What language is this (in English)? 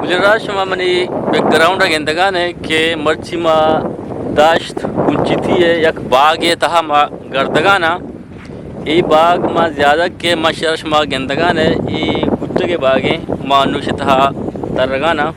Eastern Balochi